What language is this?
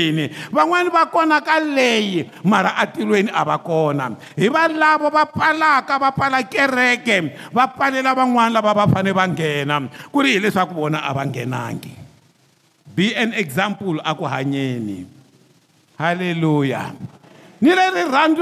Tsonga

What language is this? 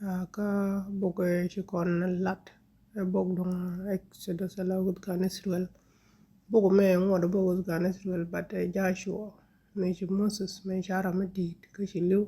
Nuer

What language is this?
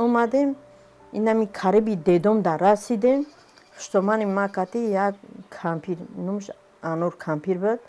Tajik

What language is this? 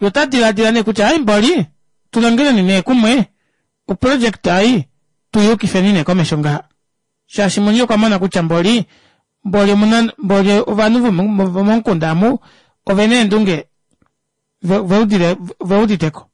Kuanyama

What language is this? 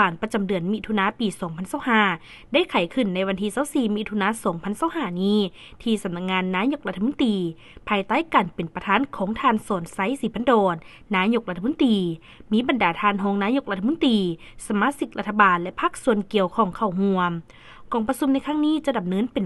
Lao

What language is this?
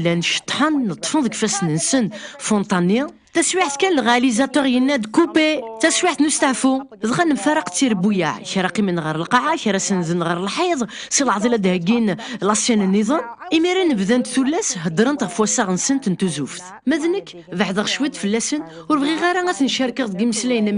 Kabyle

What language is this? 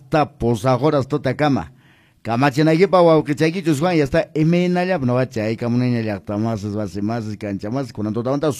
Quechua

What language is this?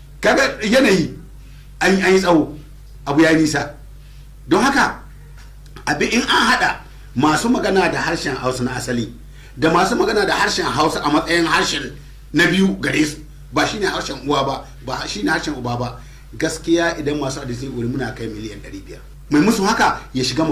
Hausa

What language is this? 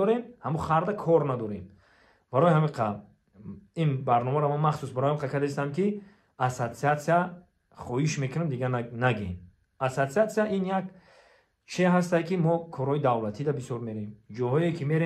Tajik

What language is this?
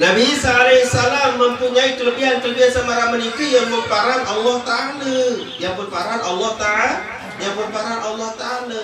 Sasak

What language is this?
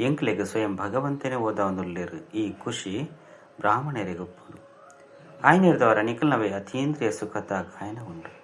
Tulu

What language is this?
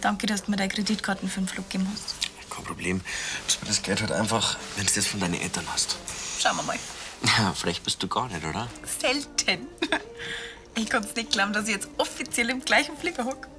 Bavarian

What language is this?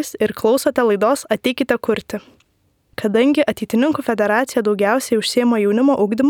Lithuanian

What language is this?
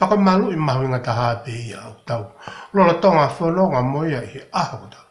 Tongan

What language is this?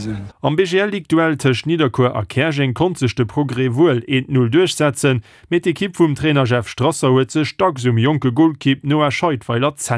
Luxembourgish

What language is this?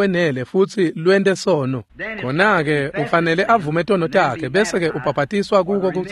Swati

